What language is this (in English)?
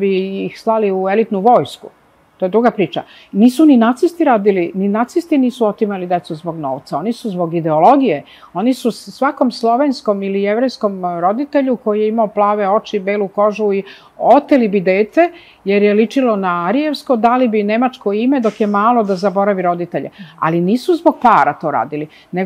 Serbian